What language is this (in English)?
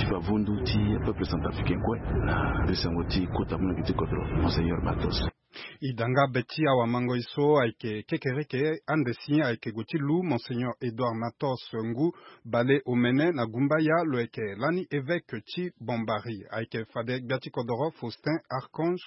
Sango